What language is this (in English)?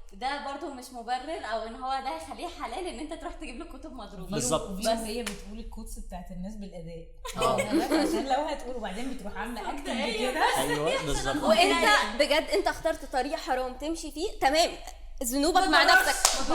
Egyptian Arabic